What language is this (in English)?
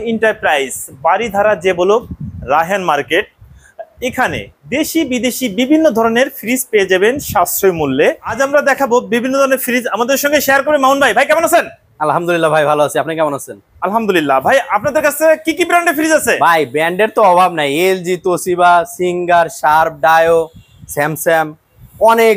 Bangla